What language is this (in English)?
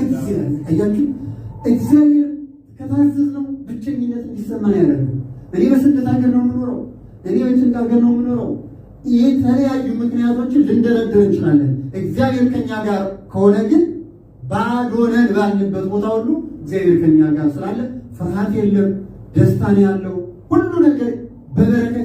Amharic